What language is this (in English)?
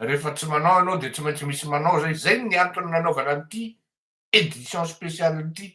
Malagasy